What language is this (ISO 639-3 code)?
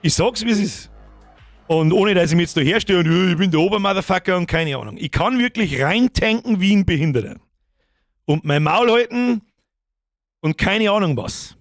bar